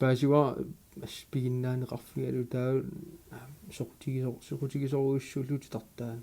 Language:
Kalaallisut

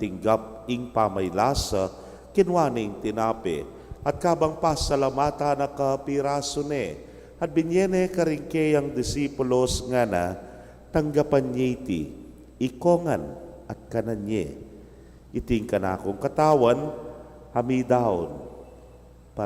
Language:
Pampanga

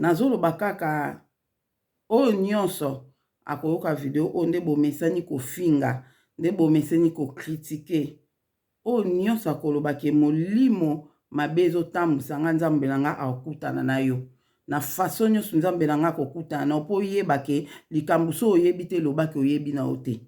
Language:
Lingala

